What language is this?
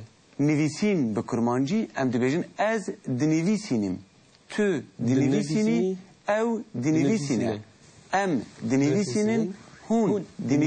Kurdish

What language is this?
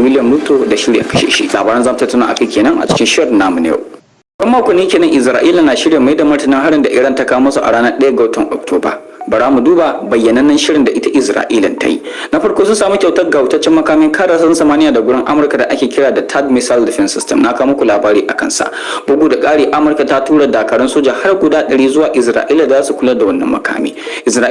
Hausa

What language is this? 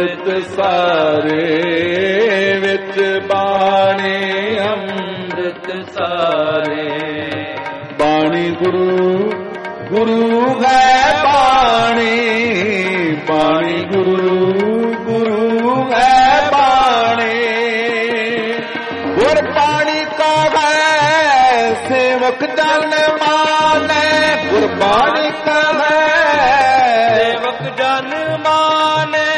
Punjabi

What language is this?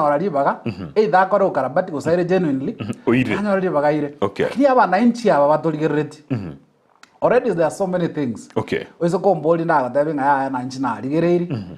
Gusii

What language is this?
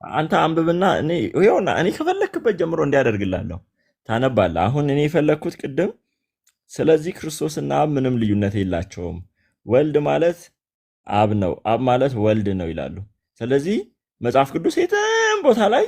Amharic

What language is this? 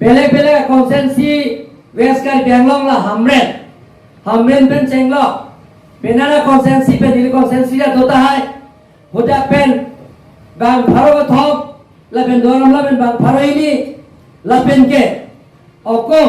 Karbi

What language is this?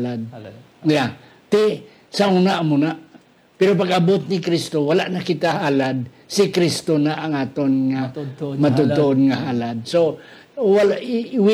Hiligaynon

